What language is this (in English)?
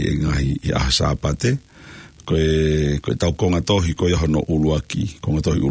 Tongan